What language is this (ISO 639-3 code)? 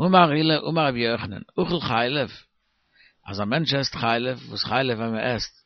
yid